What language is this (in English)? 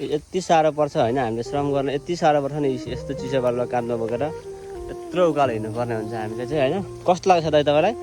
Nepali